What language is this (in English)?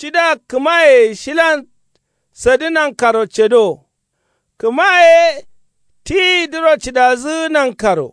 Kanuri